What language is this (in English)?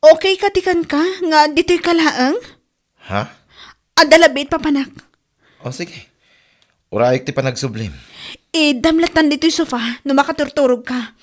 Iloko